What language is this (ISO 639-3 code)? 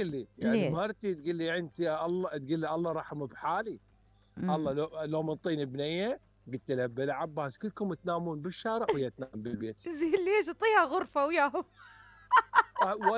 acm